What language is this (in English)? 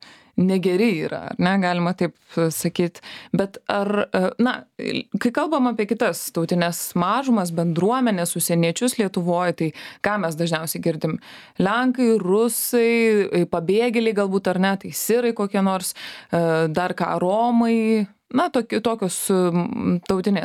Lithuanian